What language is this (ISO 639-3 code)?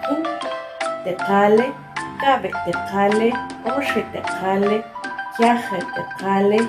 mam